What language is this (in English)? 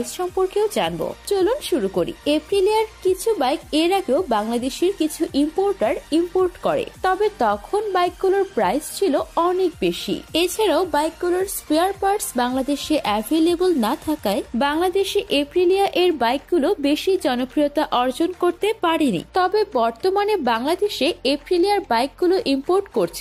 Bangla